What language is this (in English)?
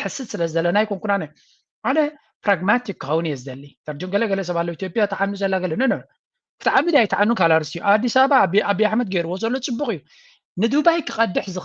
Tigrinya